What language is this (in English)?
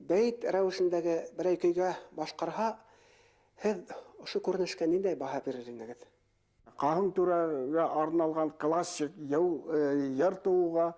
Bashkir